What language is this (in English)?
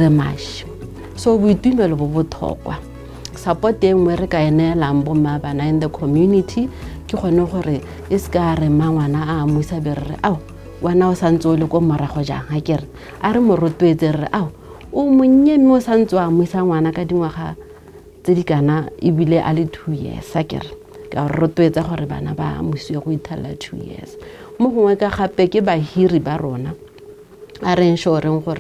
Tswana